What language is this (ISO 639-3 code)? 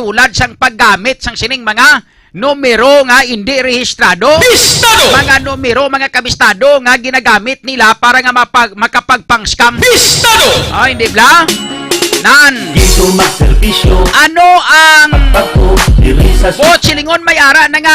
hil